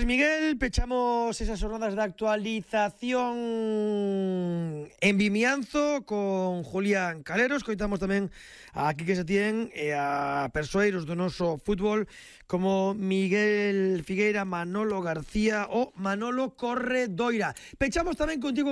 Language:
Galician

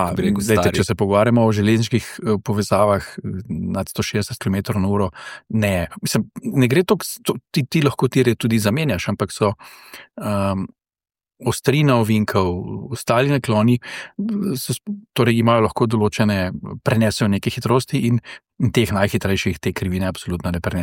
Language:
Slovenian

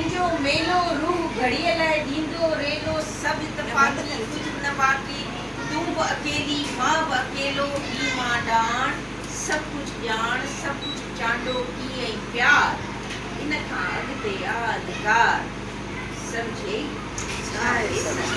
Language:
Sindhi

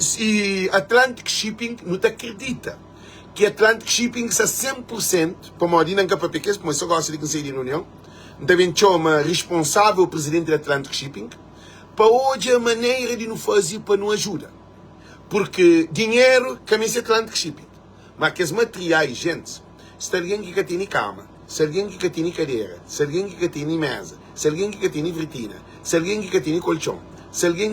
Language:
Kabuverdianu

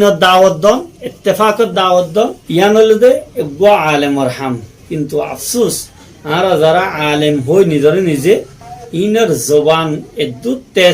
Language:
Rohingya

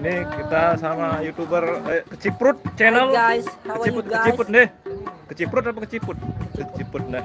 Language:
Sasak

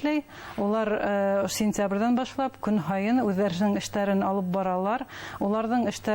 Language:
Bashkir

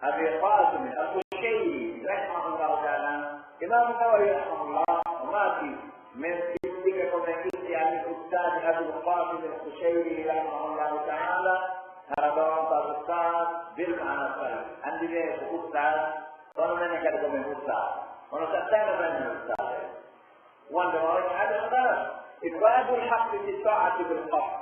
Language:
Pular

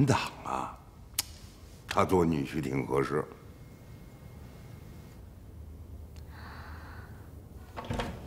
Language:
Chinese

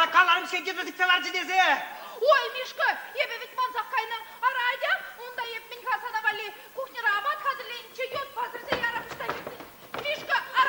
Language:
Chuvash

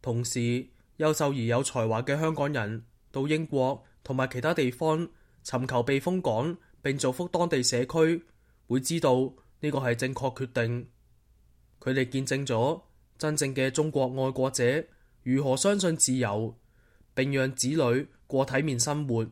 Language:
Cantonese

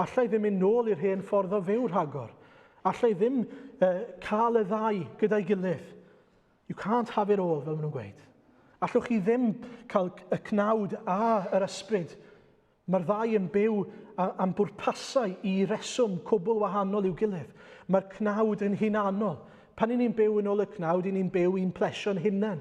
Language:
Welsh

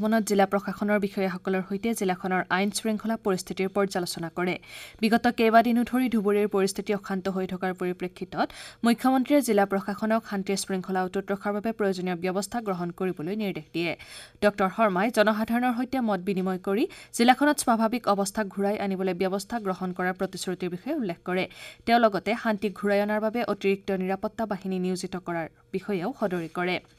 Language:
Assamese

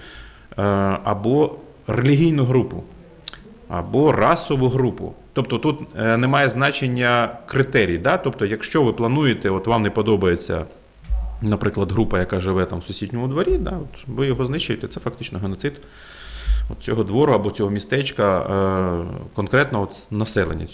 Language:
Ukrainian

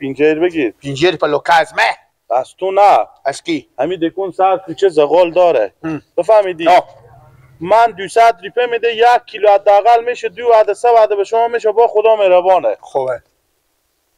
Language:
Persian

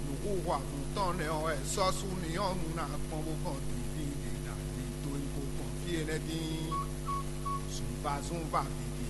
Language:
Fon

